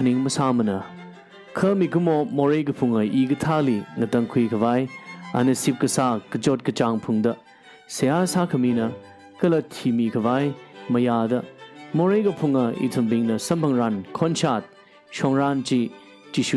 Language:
Tangkhul Naga (India)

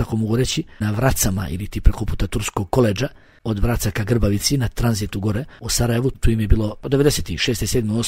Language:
Bosnian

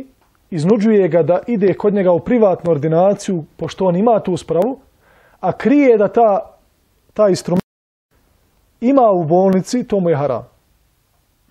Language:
Bosnian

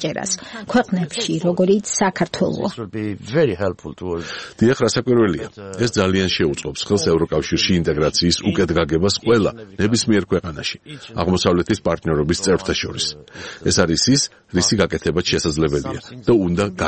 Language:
Georgian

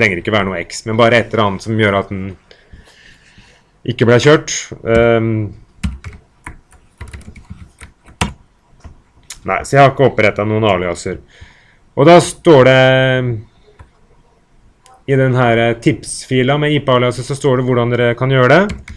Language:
Norwegian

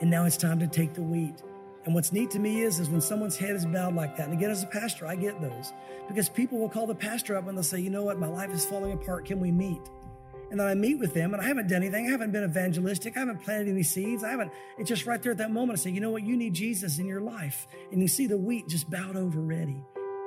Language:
English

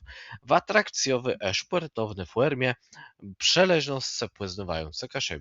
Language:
Kashubian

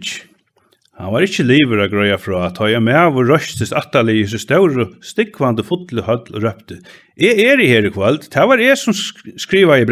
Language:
Faroese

